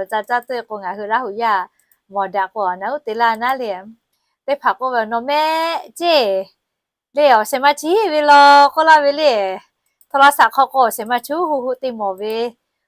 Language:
Lahu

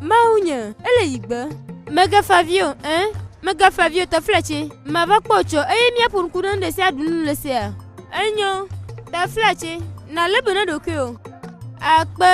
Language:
Gen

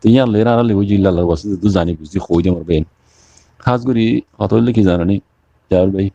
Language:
Rohingya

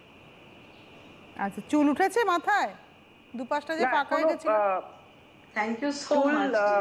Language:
Bangla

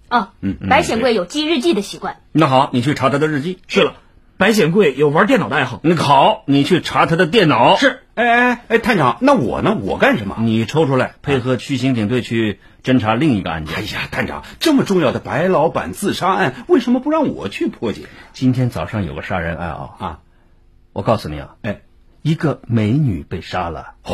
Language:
Chinese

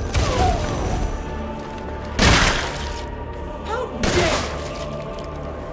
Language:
English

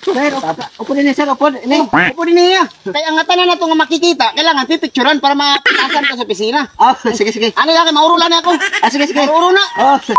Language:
Waray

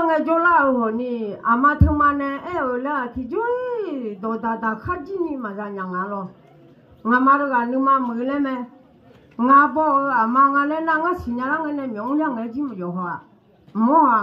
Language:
Akha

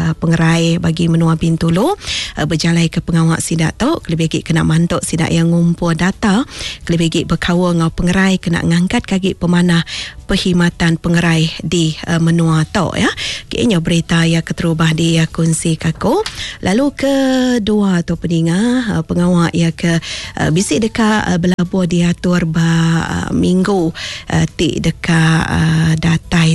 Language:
Iban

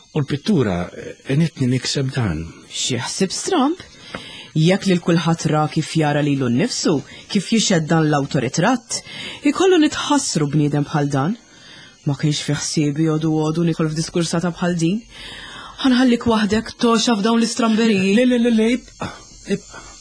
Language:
Maltese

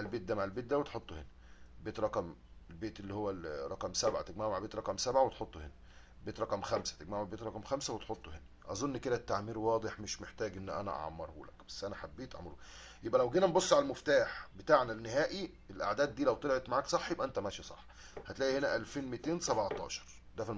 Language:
Egyptian Arabic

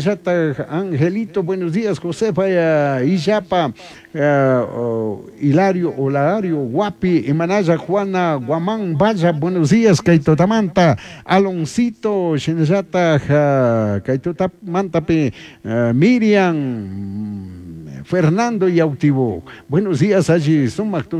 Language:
Chimborazo Highland Quichua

